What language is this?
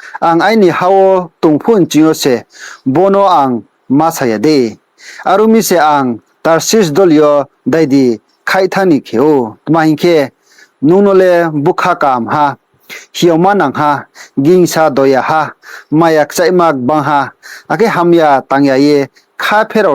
Riang (India)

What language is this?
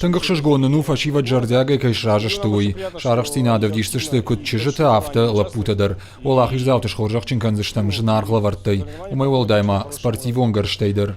Ossetic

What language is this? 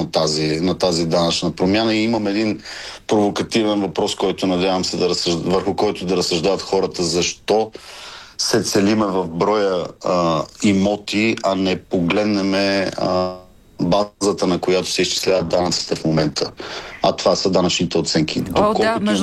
Bulgarian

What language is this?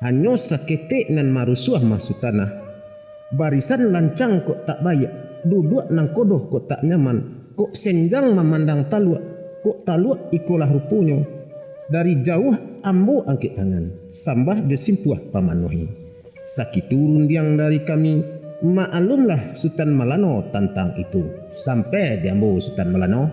Minangkabau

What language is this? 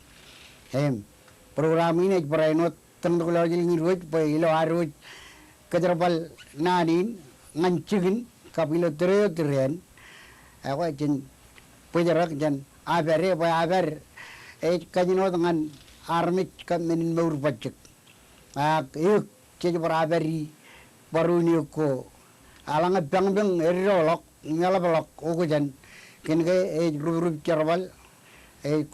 Marshallese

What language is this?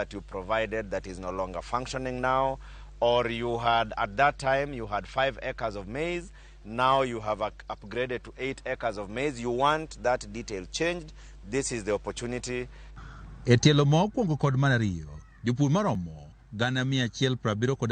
Luo (Kenya and Tanzania)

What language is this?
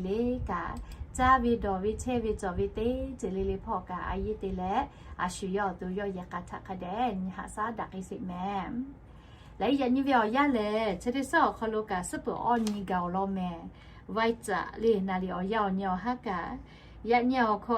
Lahu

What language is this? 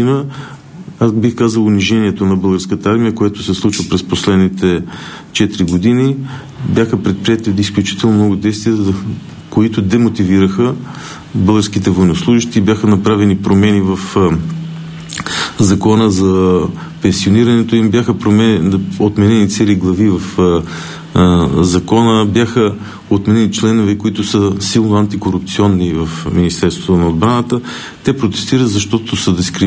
Bulgarian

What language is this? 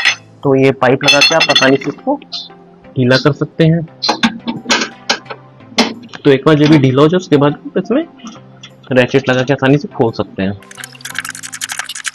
Hindi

